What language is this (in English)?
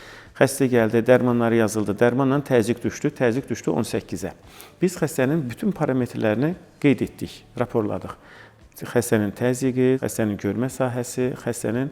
Azerbaijani